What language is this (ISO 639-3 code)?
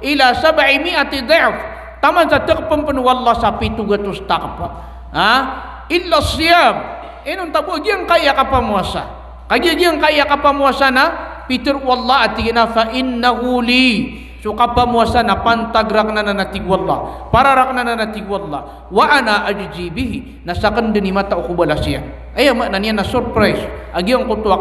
mrw